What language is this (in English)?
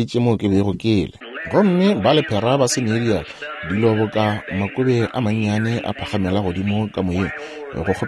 Northern Sotho